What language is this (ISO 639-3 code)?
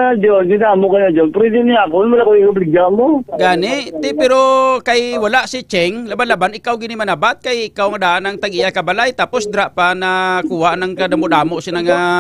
hil